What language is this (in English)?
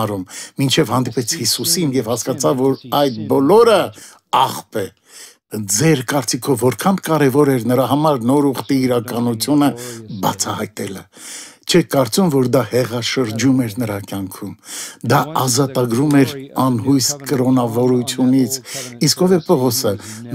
Armenian